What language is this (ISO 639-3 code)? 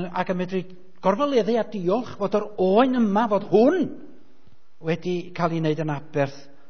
cym